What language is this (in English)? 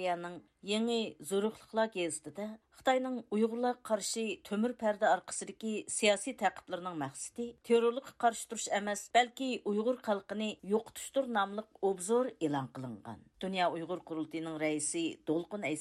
Uyghur